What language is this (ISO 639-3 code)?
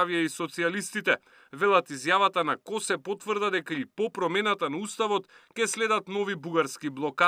mkd